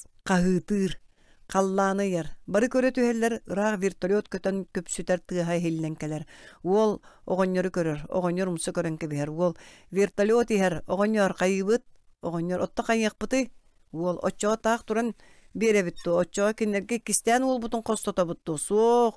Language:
Yakut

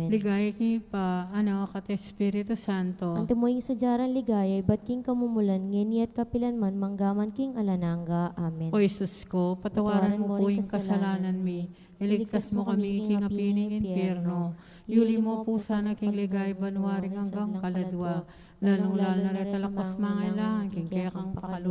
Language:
Pampanga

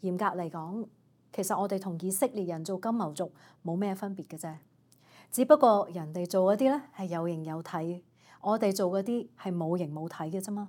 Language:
Cantonese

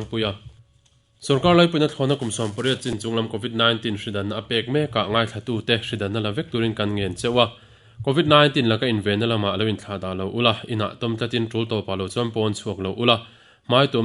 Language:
Mizo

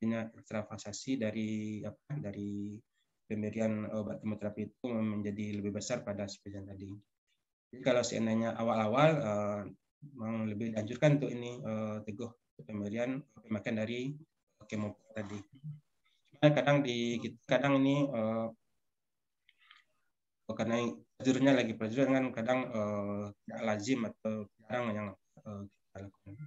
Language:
Indonesian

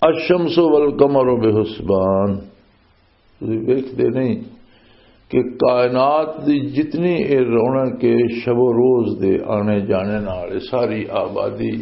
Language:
Western Panjabi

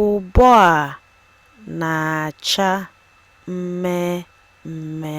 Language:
Igbo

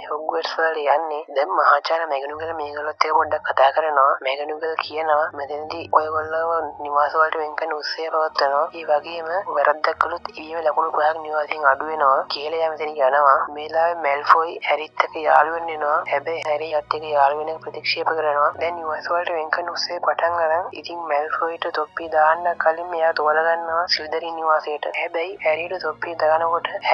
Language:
Sinhala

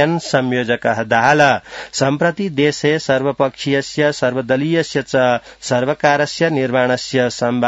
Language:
Sanskrit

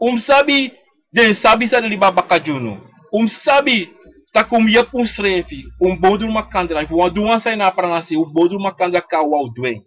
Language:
Sranan Tongo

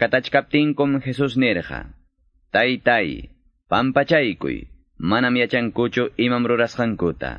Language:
Quechua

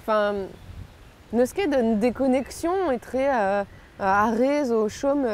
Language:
Breton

